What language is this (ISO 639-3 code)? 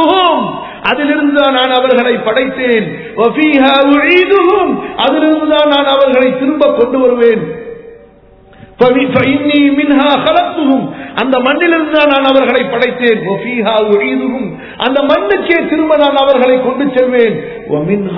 tam